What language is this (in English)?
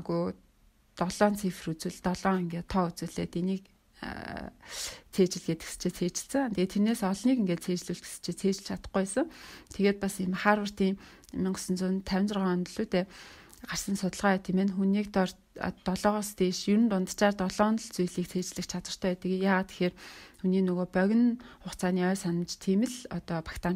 Mongolian